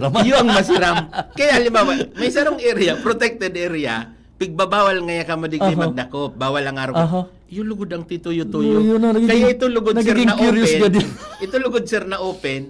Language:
Bikol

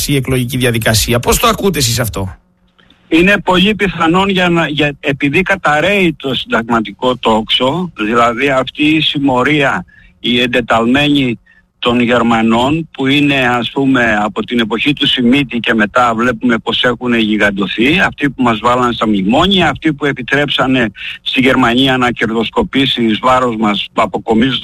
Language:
Greek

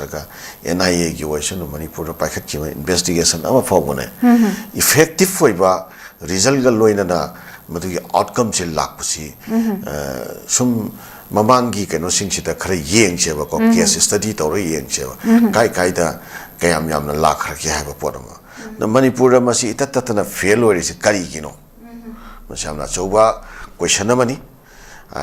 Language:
Manipuri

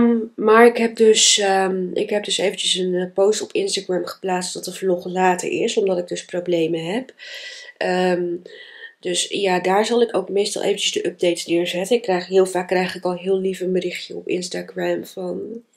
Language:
Dutch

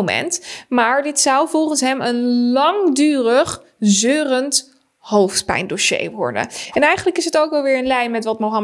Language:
Dutch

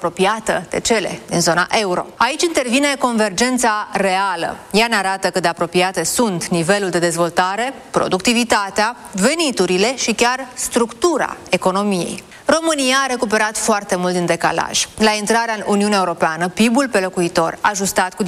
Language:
Romanian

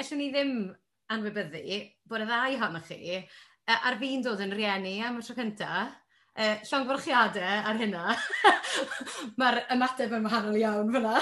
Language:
Welsh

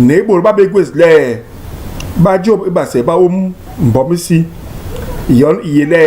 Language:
Basaa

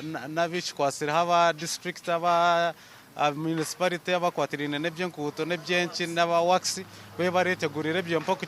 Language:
Nyankole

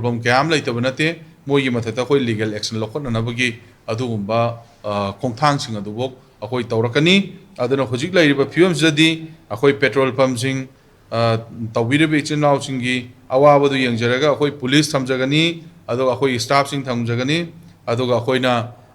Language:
Manipuri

